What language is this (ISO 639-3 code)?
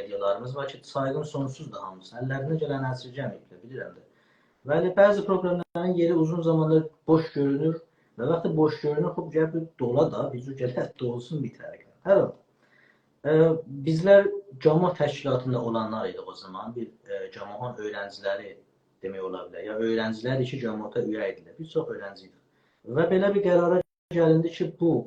azb